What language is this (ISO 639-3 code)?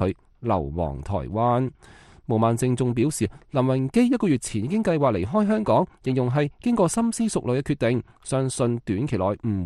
yue